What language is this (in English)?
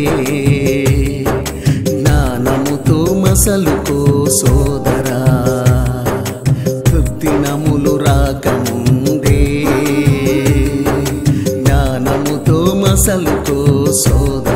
Telugu